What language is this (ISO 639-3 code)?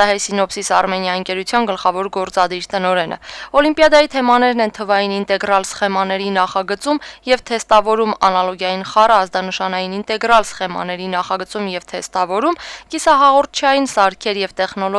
hye